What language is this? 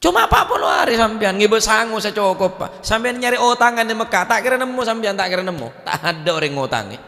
Madurese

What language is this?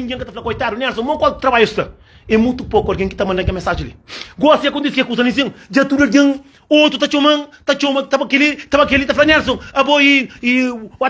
Kabuverdianu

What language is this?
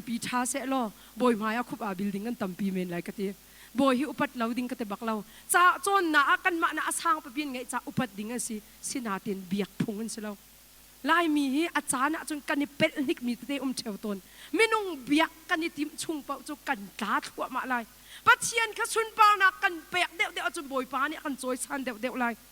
Hakha Chin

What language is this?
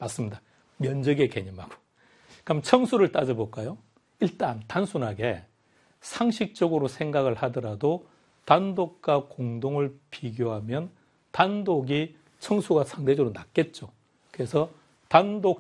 Korean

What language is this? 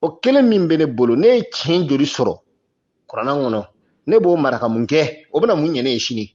Bambara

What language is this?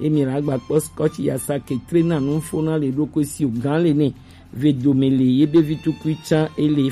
Gen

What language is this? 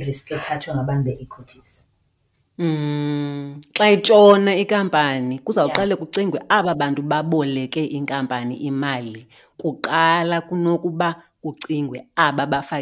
Xhosa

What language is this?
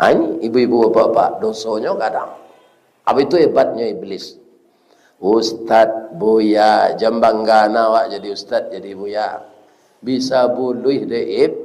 Minangkabau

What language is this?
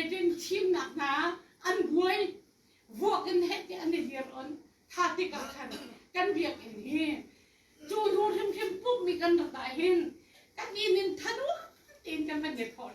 Hakha Chin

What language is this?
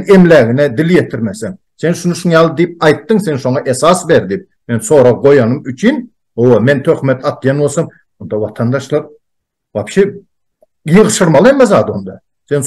Turkmen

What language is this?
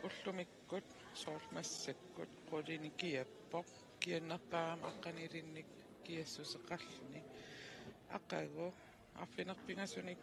Kalaallisut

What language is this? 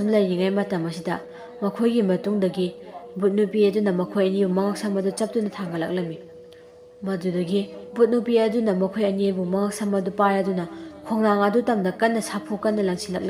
Manipuri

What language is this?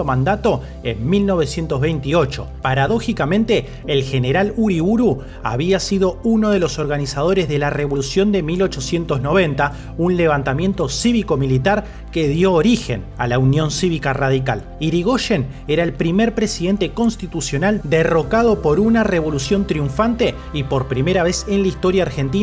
Spanish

